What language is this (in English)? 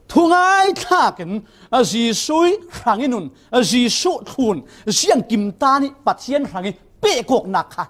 Falam Chin